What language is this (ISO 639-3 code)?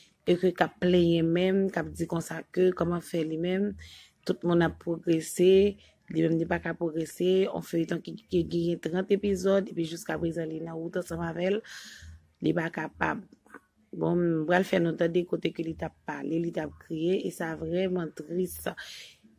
hat